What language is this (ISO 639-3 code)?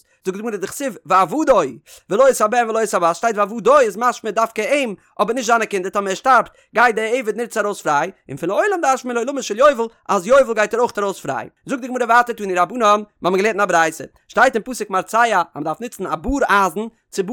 yid